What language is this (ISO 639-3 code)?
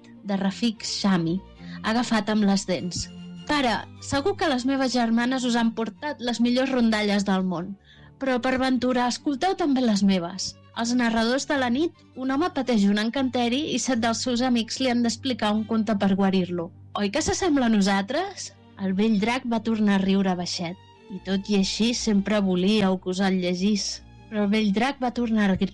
cat